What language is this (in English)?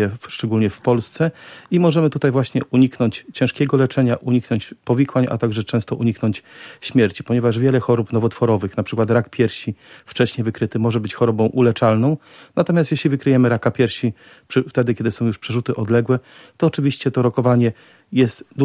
Polish